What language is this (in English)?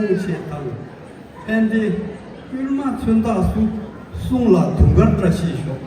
Tibetan